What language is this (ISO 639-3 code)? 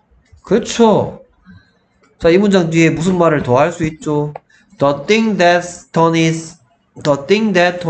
kor